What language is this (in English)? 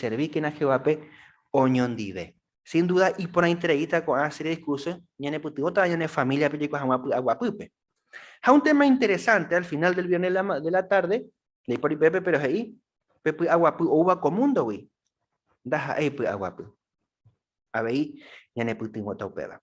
Guarani